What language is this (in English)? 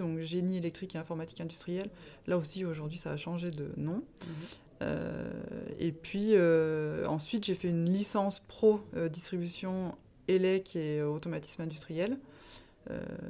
French